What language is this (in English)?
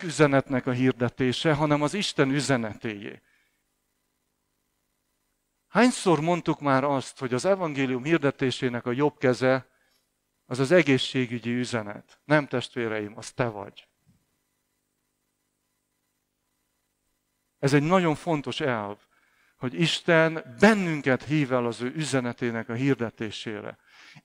Hungarian